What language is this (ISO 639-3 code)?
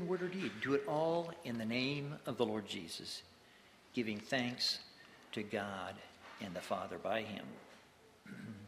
eng